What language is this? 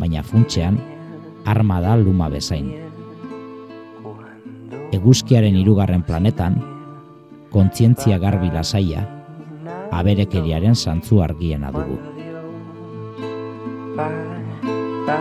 Basque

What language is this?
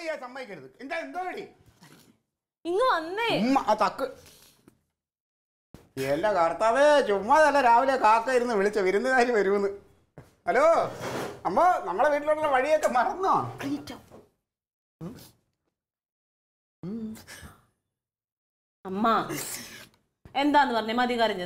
Malayalam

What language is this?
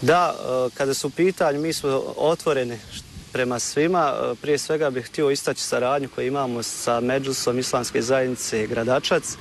Bosnian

